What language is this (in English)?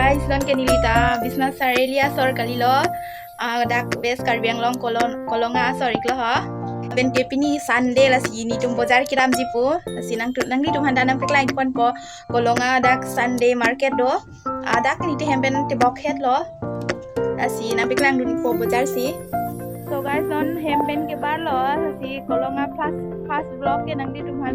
Karbi